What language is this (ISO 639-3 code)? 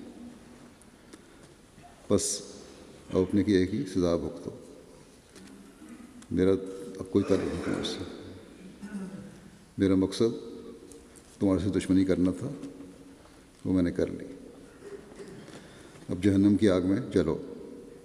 urd